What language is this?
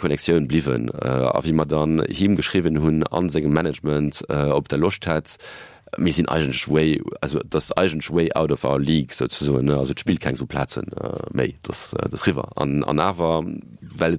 Luxembourgish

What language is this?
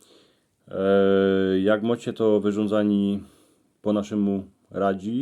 Silesian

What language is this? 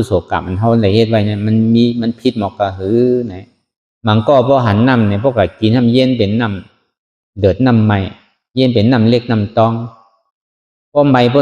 Shan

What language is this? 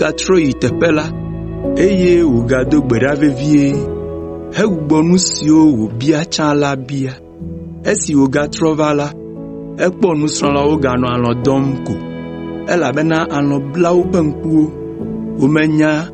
Ewe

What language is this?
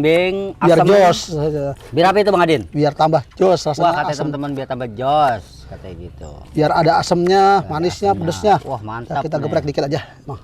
Betawi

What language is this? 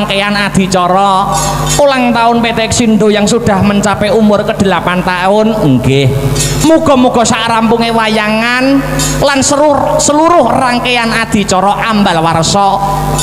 Javanese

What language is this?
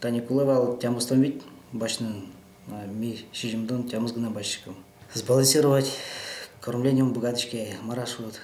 Udmurt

